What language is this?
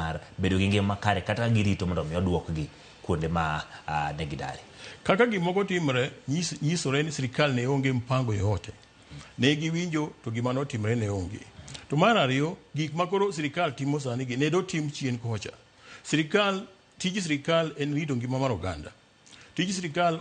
Luo (Kenya and Tanzania)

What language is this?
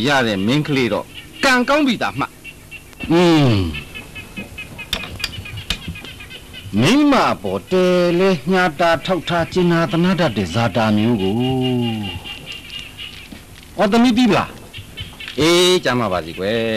Burmese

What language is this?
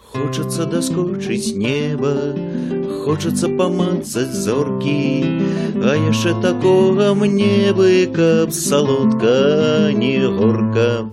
Belarusian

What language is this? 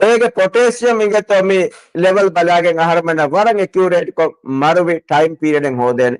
Divehi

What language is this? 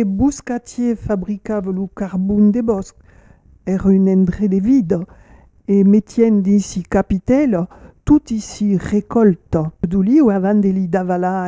Occitan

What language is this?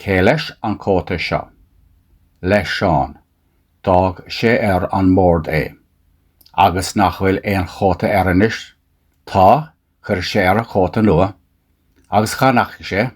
Irish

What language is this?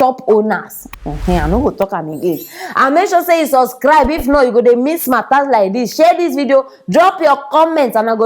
Nigerian Pidgin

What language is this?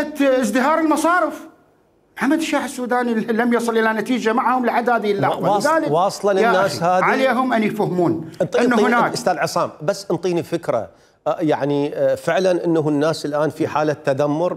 Mesopotamian Arabic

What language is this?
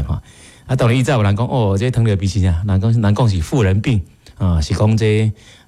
Min Nan Chinese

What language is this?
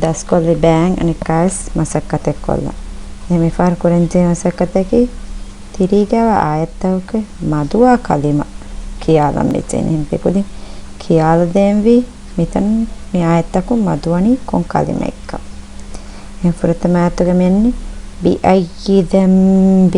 Divehi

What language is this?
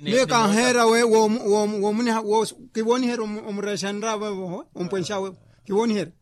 Makhuwa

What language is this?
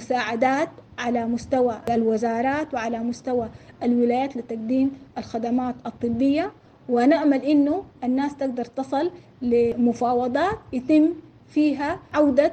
Sudanese Arabic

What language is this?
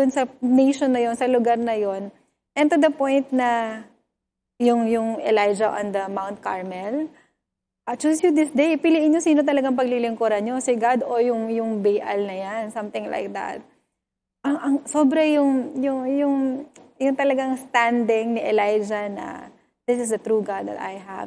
Filipino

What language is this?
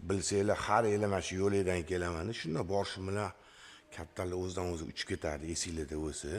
Uzbek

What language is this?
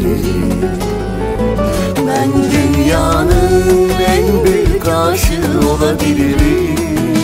Turkish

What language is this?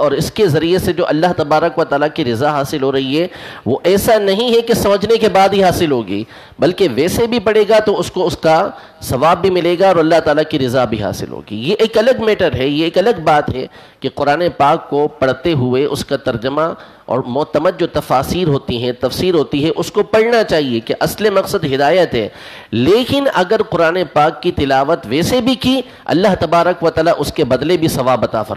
Urdu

